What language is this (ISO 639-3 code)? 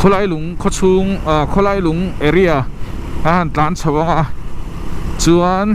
lus